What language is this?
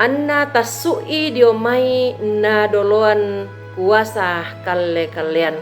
Toraja-Sa'dan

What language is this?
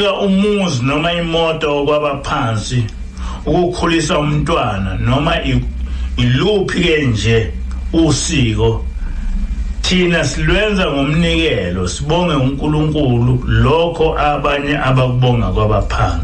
Zulu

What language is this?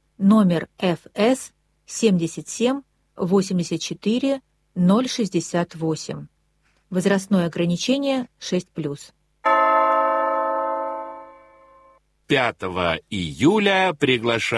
Russian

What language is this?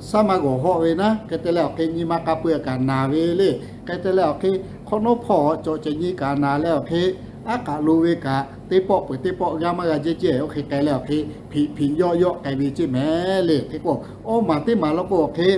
Lahu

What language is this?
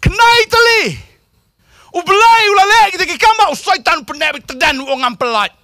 Khasi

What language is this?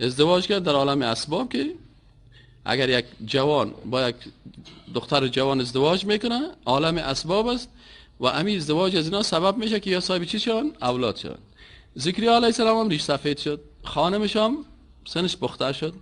Persian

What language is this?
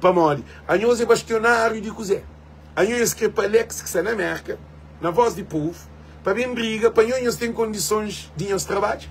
Kabuverdianu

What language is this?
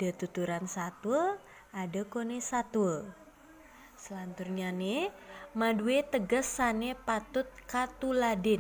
Balinese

